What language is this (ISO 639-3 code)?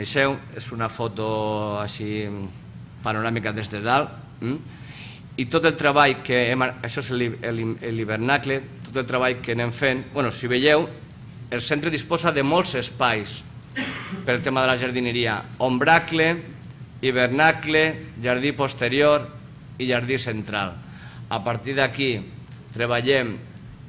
cat